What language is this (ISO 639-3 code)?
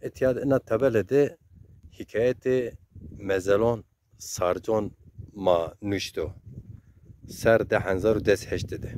zza